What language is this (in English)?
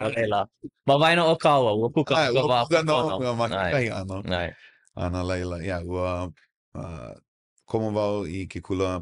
Hawaiian